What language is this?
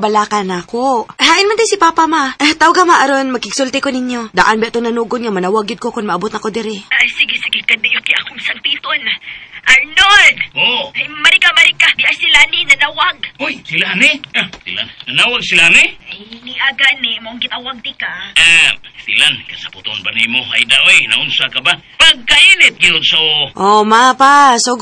Cebuano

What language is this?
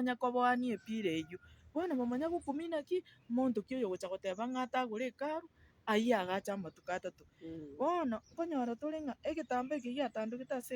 Gusii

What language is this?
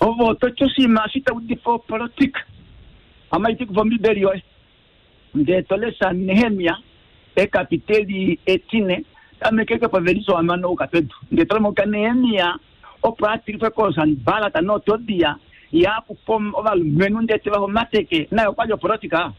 Kuanyama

